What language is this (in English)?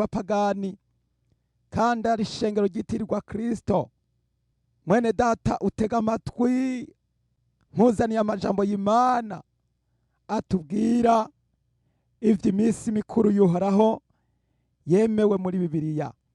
Rundi